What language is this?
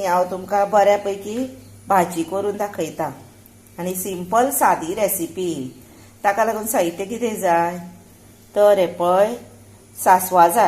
Konkani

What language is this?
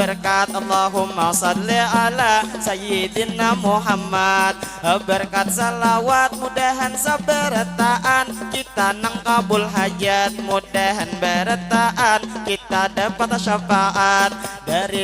Banjar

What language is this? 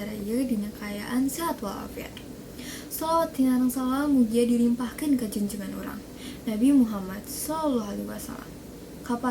Sundanese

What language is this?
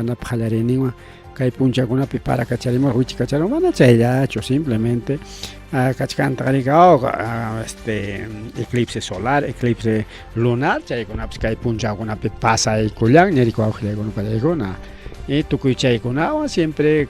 Ayacucho Quechua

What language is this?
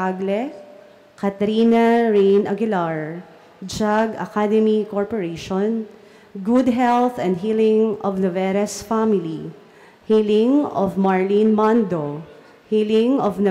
Bikol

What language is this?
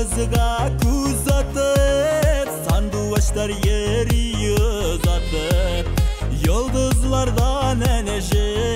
Tatar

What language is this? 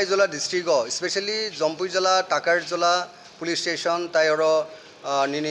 Kok Borok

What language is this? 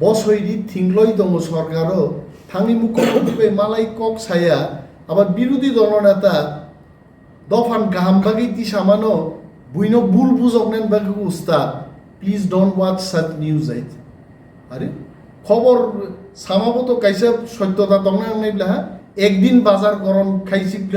Kok Borok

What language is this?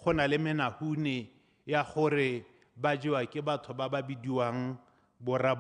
Tswana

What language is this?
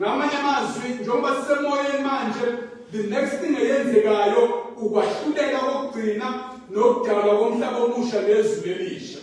Zulu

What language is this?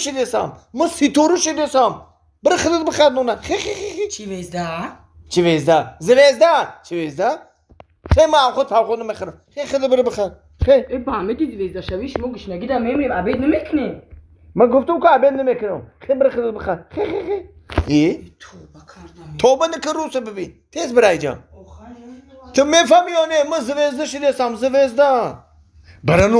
Tajik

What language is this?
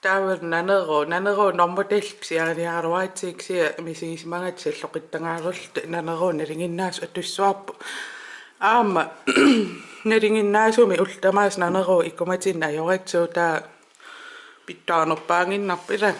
Kalaallisut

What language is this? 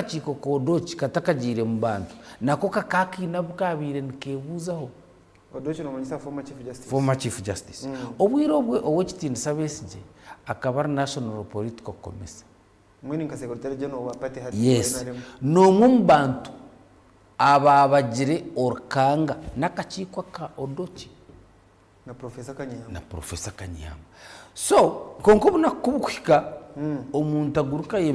Nyankole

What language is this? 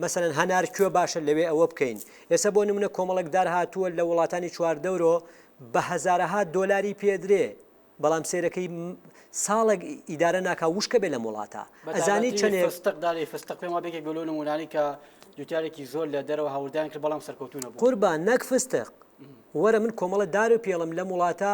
Central Kurdish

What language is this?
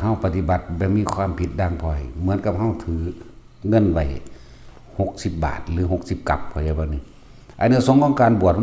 Lao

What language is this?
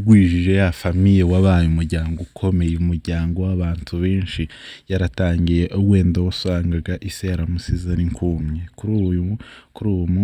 Kinyarwanda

